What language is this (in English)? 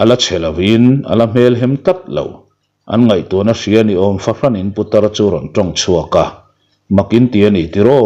Mizo